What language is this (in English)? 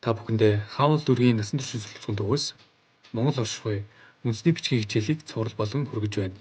Mongolian